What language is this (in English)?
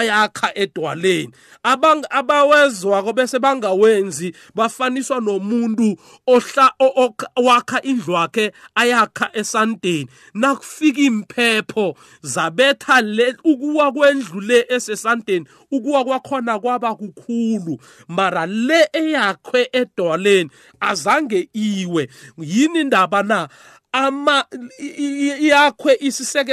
South Ndebele